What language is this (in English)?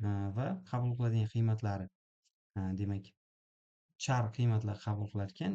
Uzbek